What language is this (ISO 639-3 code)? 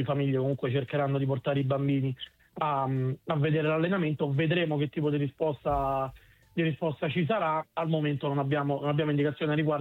ita